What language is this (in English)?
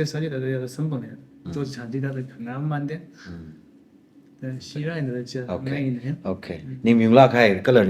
Tangkhul Naga (India)